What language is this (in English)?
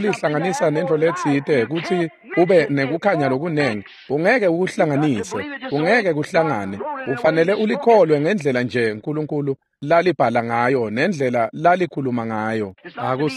Swati